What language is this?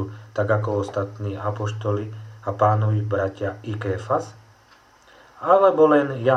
Slovak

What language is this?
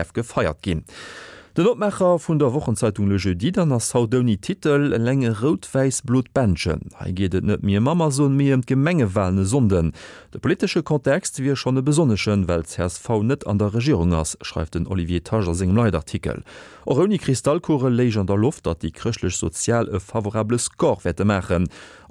Luxembourgish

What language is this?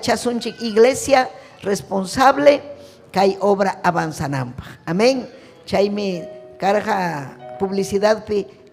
Ayacucho Quechua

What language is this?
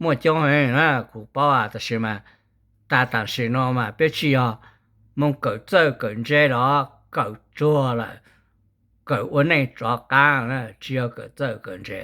Hmong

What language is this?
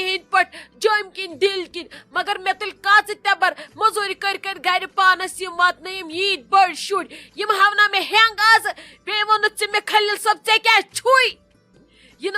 Kashmiri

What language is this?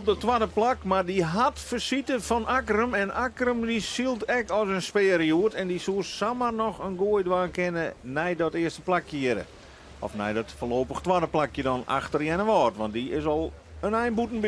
Western Frisian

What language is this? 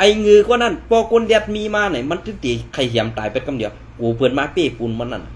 Shan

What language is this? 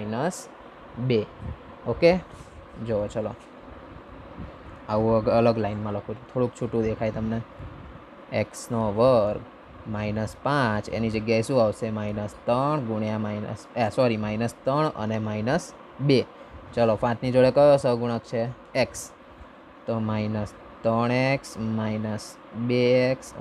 Gujarati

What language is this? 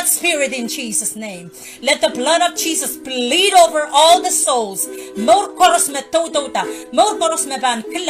Pohnpeian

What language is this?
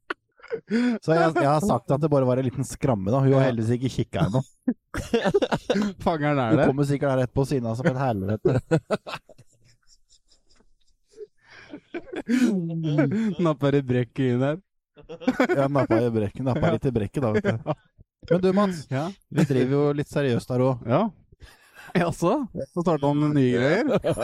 Norwegian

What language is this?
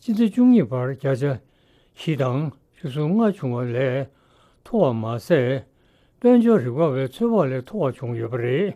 Tibetan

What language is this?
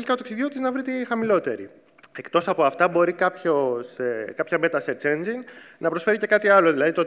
Greek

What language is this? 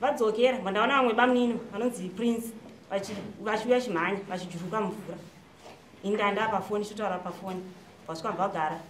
Shona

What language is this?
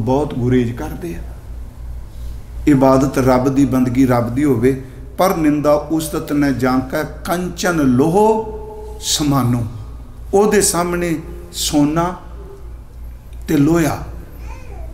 Punjabi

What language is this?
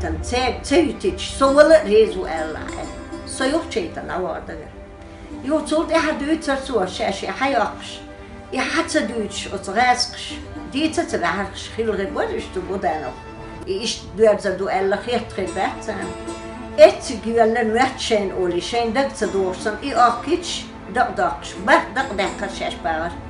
Chechen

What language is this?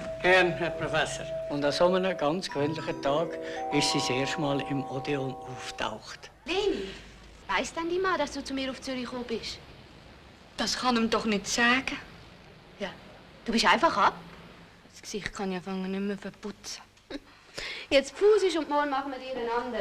Swiss German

